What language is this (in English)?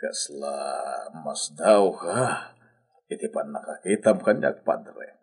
Iloko